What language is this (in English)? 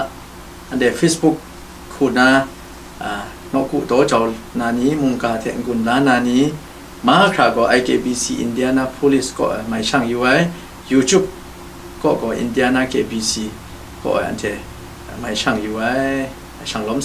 Kachin